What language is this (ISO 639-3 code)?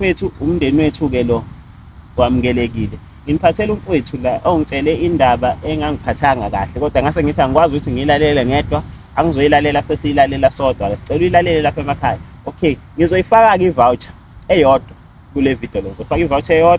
zul